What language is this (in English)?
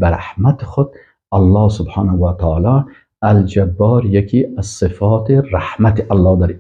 Persian